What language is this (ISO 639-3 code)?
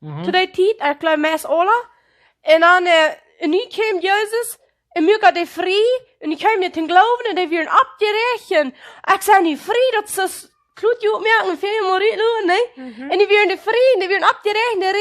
pdt